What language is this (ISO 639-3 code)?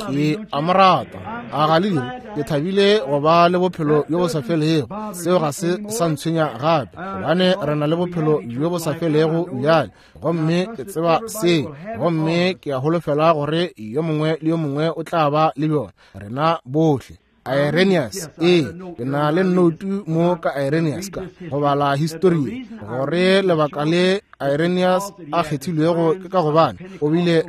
nso